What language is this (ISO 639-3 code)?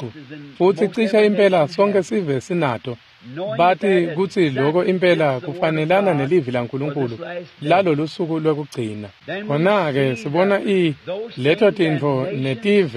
ssw